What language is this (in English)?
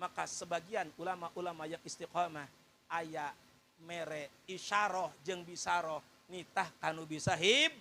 Sundanese